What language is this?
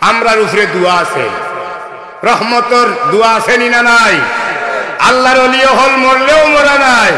Sylheti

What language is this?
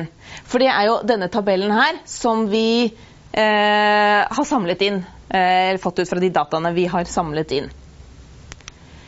Norwegian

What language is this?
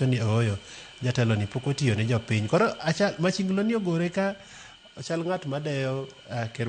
Luo (Kenya and Tanzania)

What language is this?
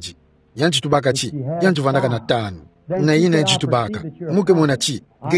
Kituba (Democratic Republic of Congo)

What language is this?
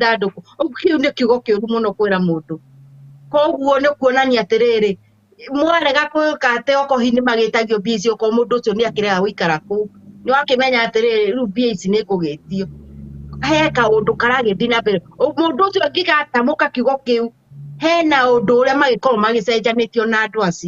Kikuyu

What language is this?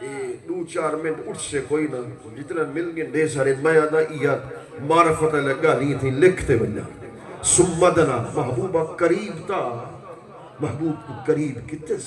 Saraiki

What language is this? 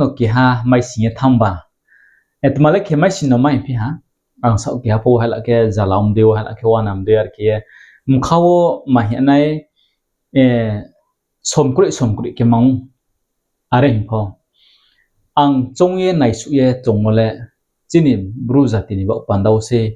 Riang (India)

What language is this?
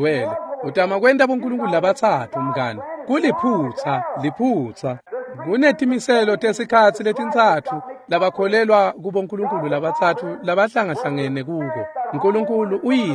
Swati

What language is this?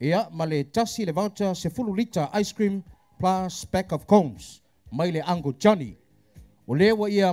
Samoan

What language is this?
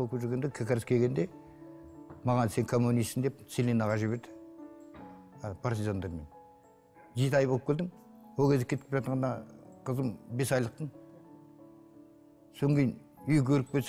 Kazakh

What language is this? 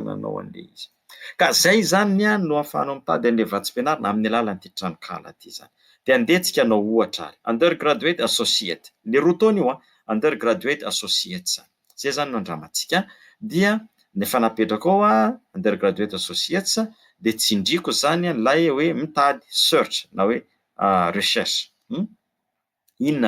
Malagasy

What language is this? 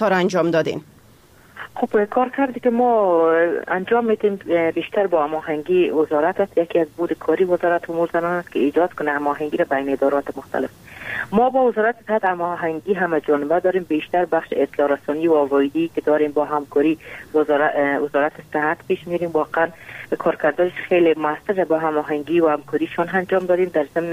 Persian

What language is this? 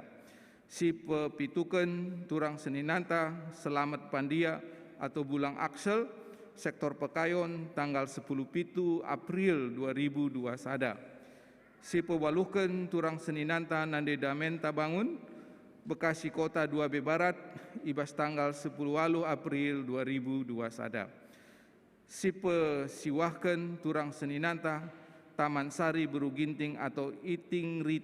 Batak Karo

